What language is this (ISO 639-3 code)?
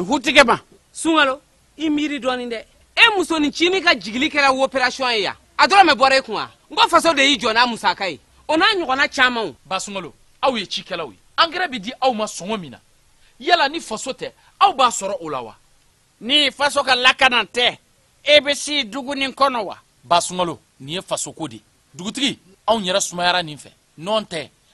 bam